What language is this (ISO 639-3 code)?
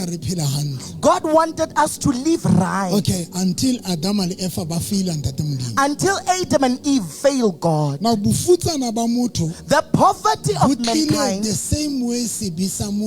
sot